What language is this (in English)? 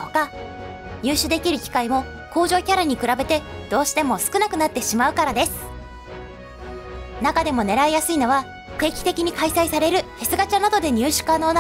Japanese